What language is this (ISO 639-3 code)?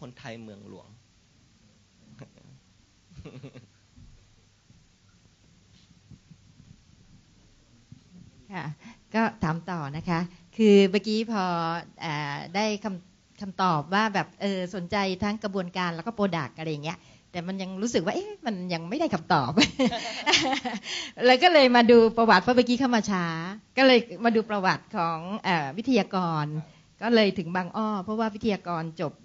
tha